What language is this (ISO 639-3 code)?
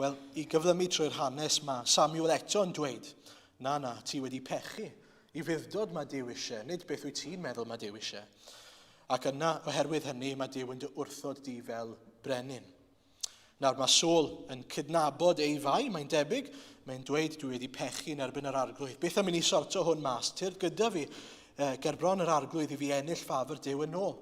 cym